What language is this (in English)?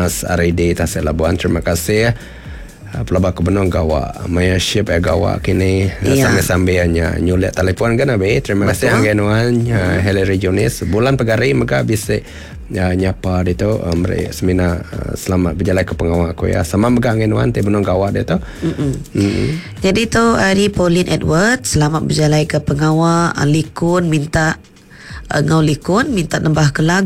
Iban